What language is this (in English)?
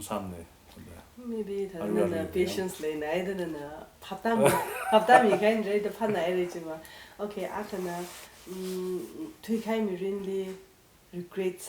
Tangkhul Naga (India)